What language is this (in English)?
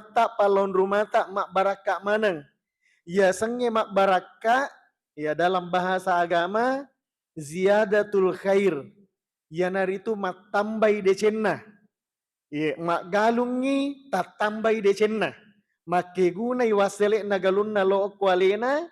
Buginese